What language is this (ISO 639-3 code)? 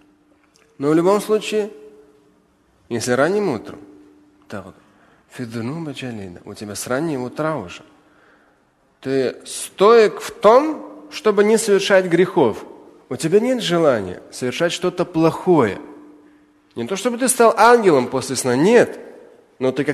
rus